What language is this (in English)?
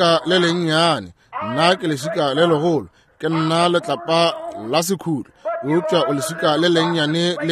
Northern Sotho